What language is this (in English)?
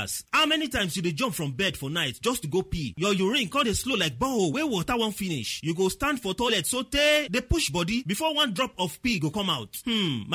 Nigerian Pidgin